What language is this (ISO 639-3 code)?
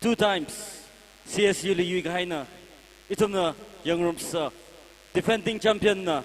nmf